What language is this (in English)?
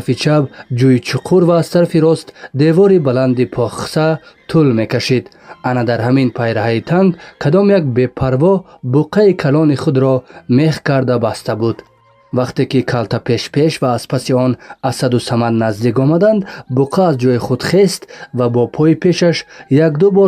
Tajik